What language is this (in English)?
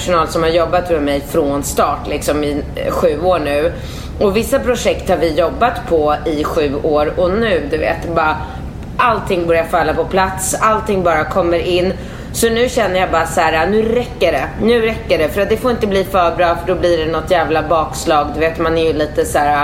Swedish